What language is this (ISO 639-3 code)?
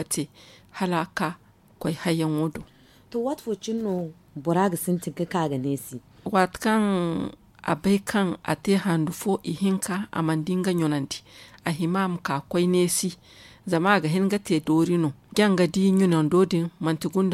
dje